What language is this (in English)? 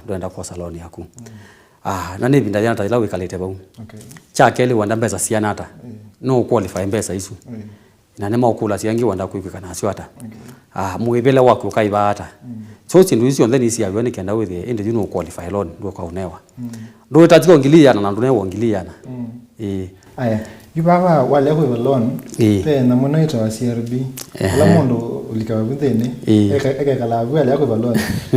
Kamba